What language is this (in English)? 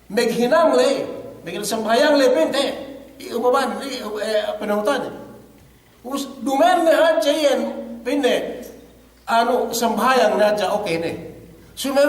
Yakan